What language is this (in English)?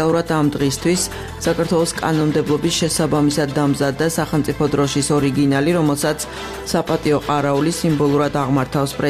Georgian